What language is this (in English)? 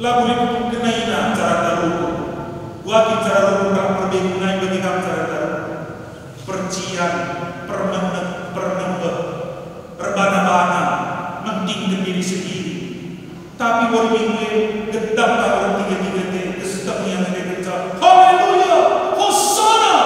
Batak Karo